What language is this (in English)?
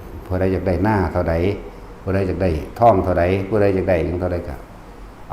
Lao